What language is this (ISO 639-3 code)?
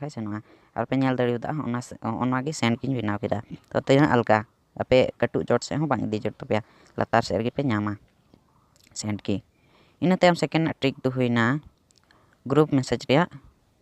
sat